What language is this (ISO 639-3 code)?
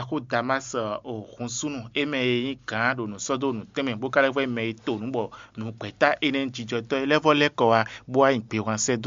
fon